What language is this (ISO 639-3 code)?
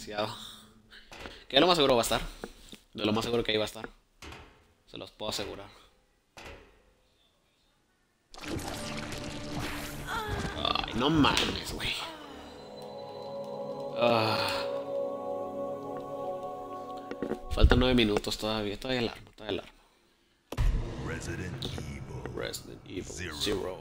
spa